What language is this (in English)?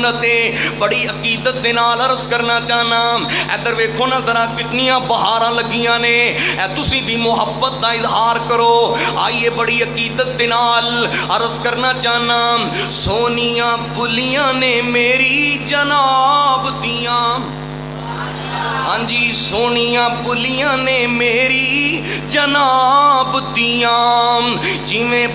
Western Panjabi